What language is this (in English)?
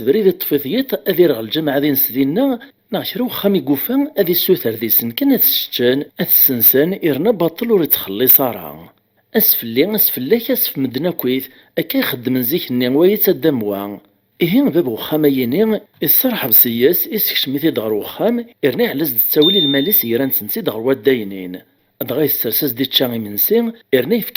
Kabyle